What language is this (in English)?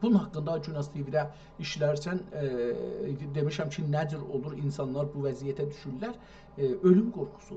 South Azerbaijani